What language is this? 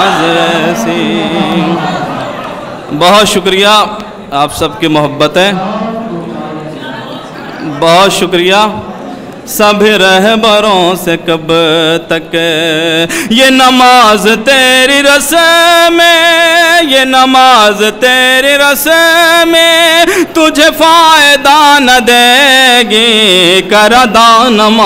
Urdu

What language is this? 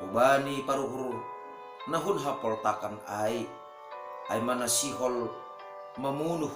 Batak Simalungun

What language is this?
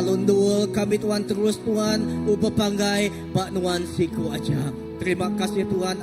Iban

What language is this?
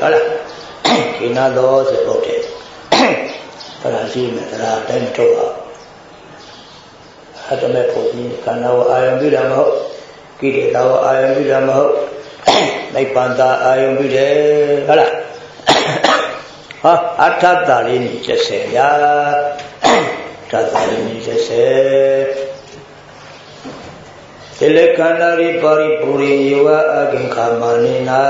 Burmese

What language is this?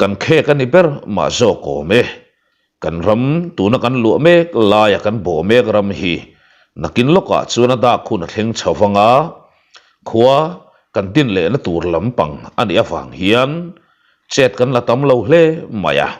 Mizo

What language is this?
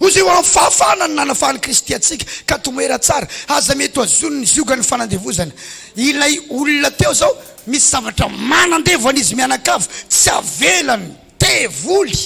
Malagasy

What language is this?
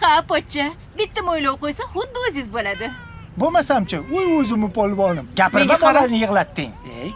Uzbek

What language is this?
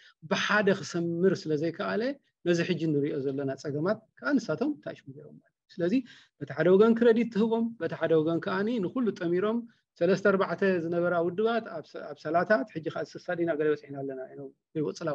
Tigrinya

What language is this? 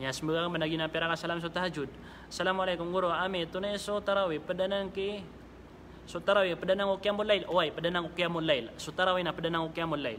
Maranao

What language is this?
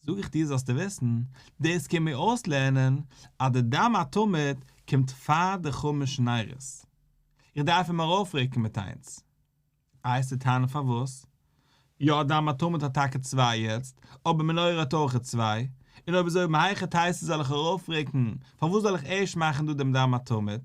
Yiddish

